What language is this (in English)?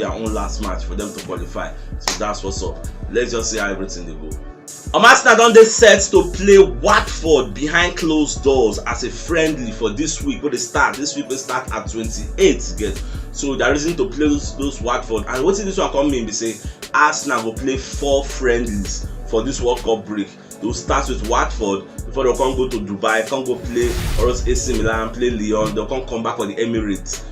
Nigerian Pidgin